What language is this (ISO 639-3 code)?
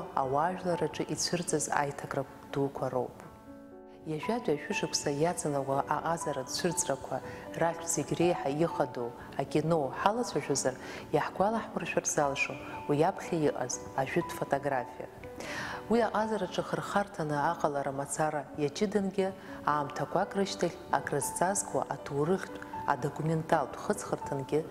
abk